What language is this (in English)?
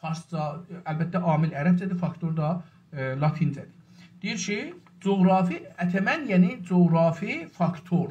South Azerbaijani